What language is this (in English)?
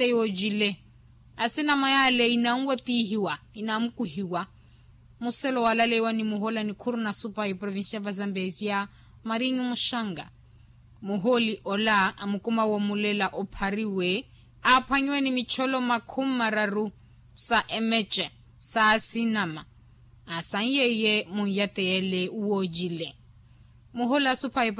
Makhuwa